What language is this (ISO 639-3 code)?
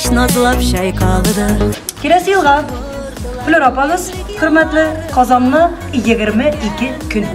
tat